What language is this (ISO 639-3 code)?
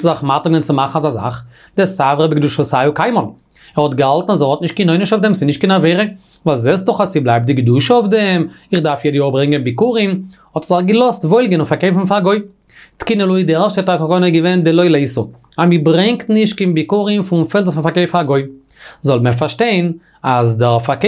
yid